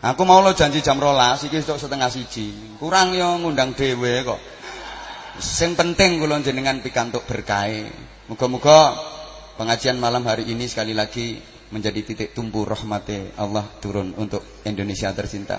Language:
Javanese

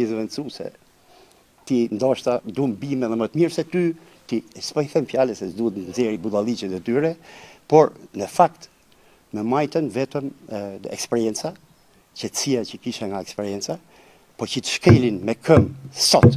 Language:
Albanian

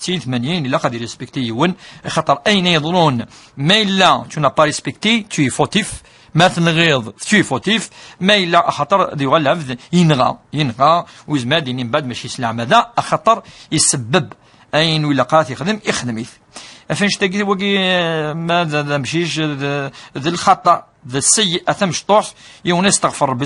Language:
Kabyle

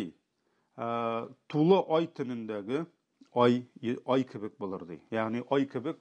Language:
Tatar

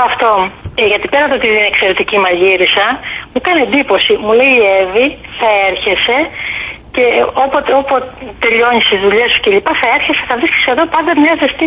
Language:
Greek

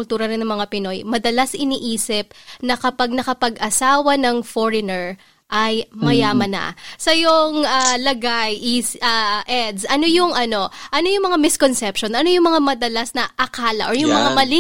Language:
Filipino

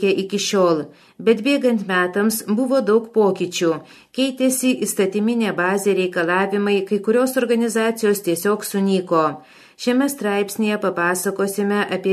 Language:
Lithuanian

